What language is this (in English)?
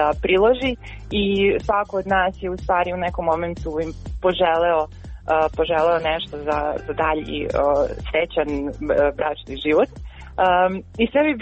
Serbian